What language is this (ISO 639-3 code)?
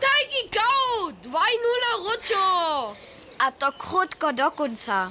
hsb